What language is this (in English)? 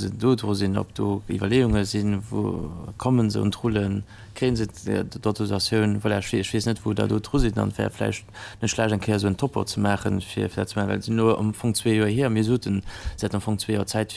Luxembourgish